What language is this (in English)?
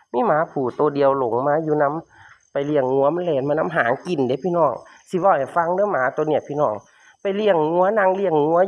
Northeastern Thai